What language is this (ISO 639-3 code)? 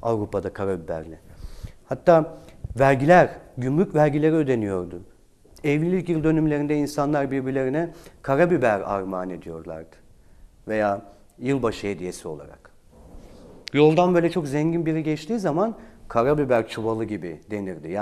tur